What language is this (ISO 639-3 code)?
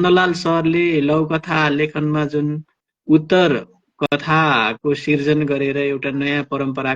nep